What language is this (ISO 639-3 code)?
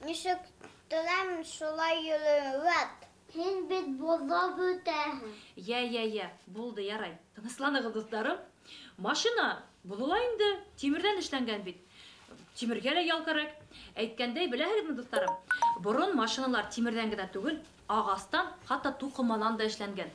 bak